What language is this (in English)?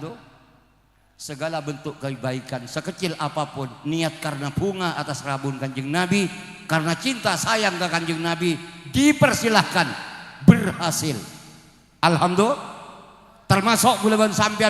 Madurese